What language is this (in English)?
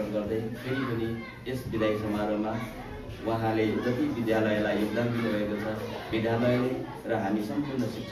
Nepali